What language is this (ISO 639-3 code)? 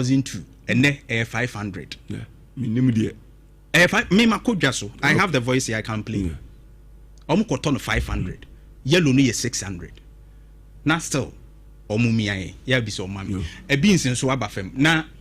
aka